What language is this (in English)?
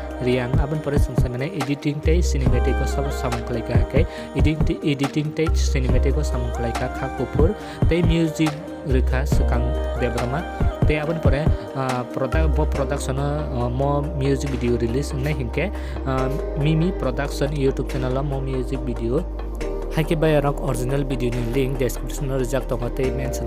Kok Borok